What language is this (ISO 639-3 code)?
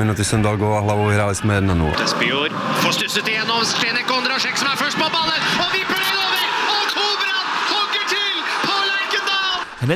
ces